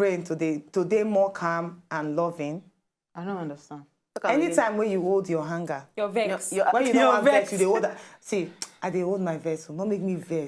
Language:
Nigerian Pidgin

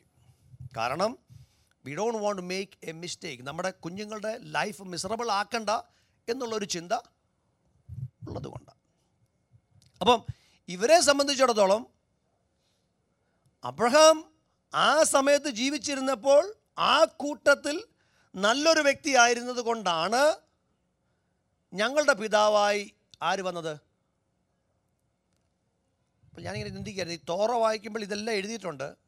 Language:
Malayalam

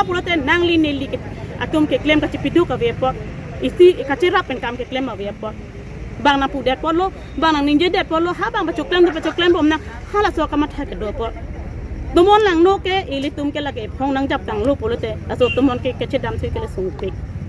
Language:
Karbi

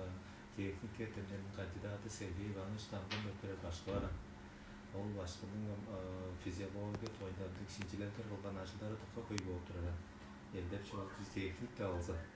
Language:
Tuvinian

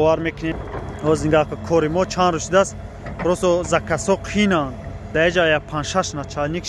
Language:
Tajik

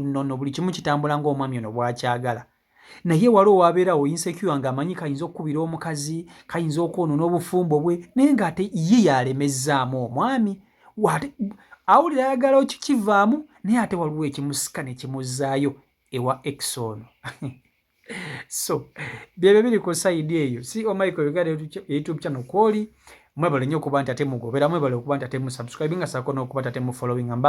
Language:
Ganda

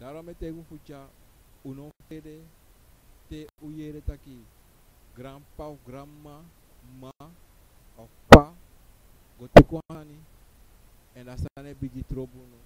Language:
Sranan Tongo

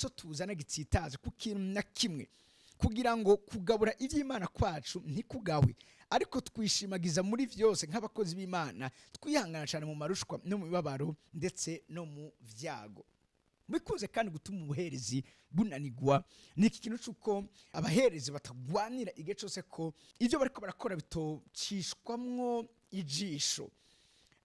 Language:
Rundi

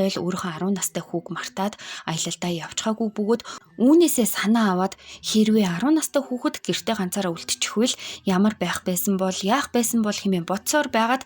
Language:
Mongolian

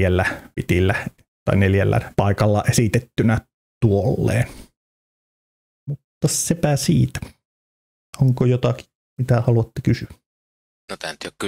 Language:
Finnish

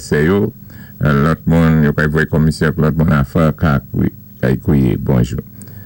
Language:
Saint Lucian Creole French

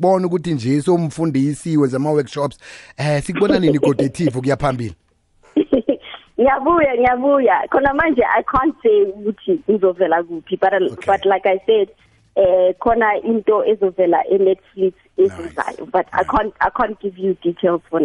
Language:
South Ndebele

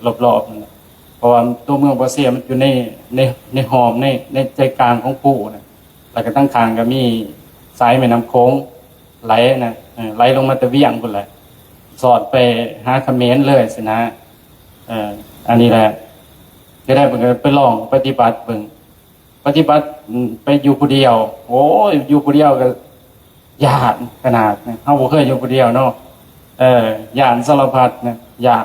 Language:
Lao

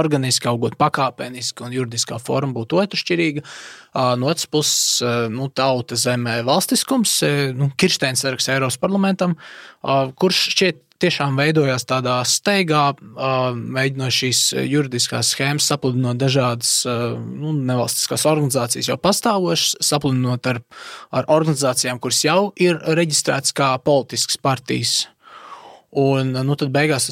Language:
Latvian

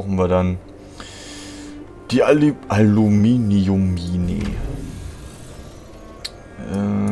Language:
German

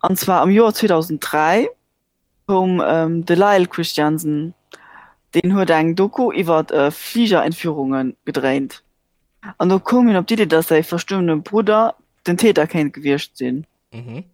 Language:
Luxembourgish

